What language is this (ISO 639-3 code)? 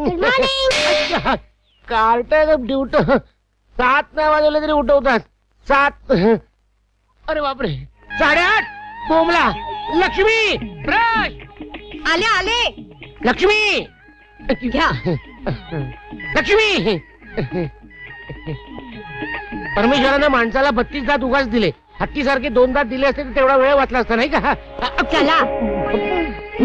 mar